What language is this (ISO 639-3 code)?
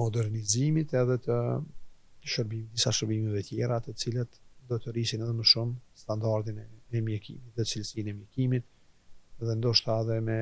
sqi